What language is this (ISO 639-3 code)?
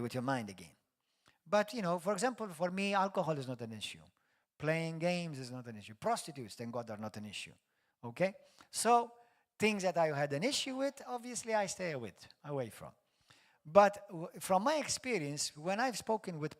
eng